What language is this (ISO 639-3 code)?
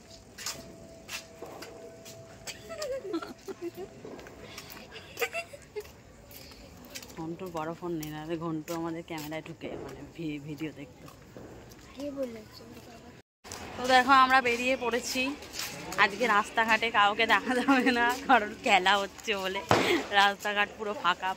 ben